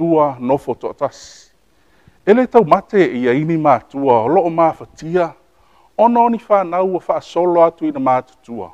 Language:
Samoan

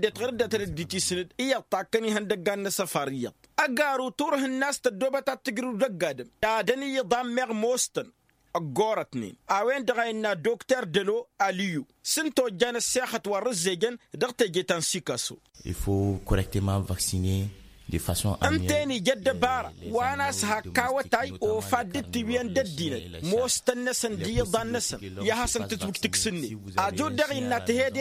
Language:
Tamasheq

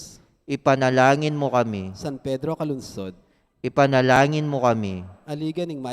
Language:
Pampanga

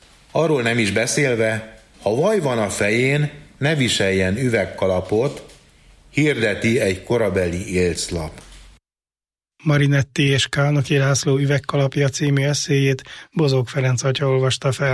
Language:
Hungarian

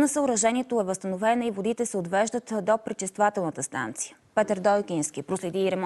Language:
Bulgarian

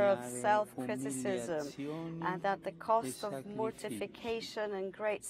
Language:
English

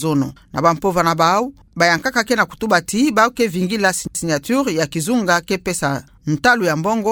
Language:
Kituba (Democratic Republic of Congo)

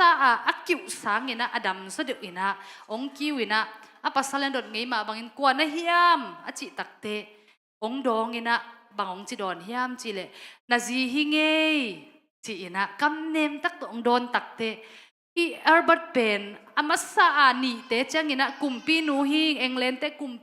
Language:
Tedim Chin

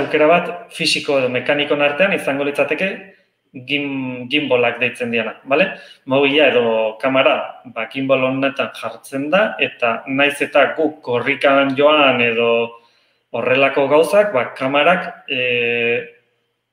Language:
Basque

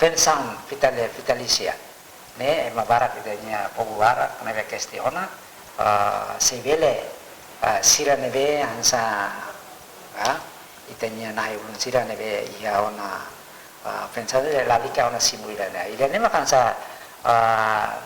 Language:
Tetum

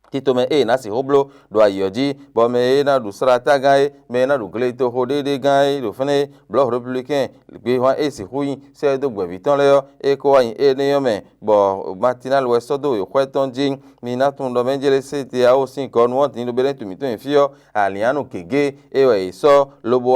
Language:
Fon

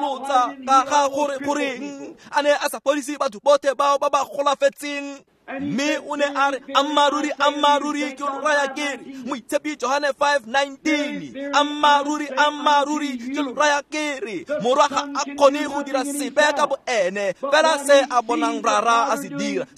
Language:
Tswana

